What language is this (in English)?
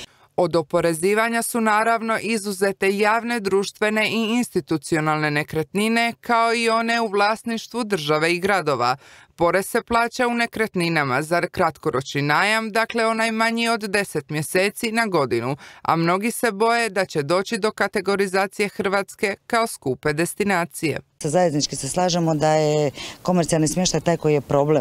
Croatian